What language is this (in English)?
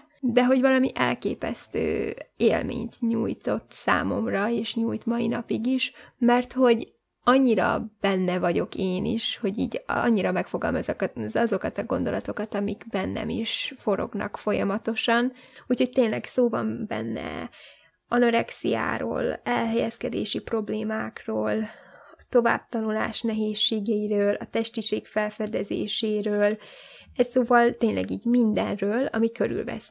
Hungarian